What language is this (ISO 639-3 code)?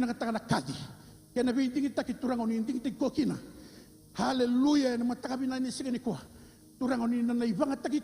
fij